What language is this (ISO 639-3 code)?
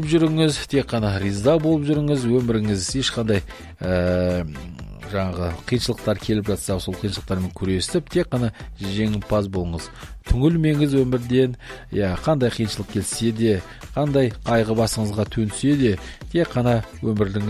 kaz